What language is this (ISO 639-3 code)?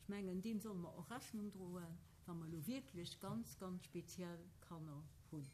ltz